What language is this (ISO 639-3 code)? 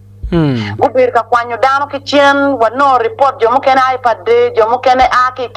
ach